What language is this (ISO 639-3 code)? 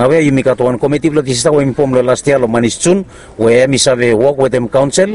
bis